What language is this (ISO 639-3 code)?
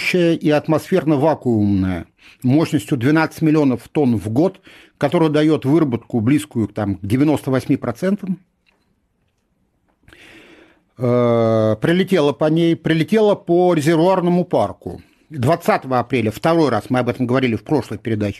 rus